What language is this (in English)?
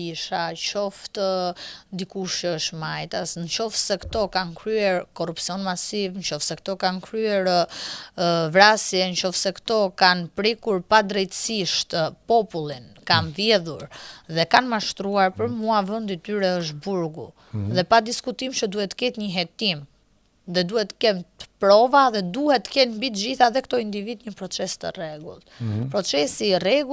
Albanian